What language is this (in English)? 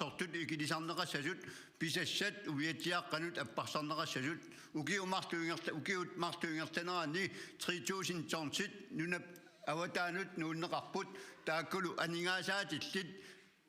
Kalaallisut